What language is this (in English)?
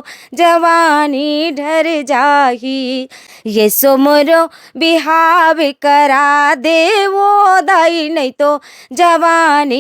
Chhattisgarhi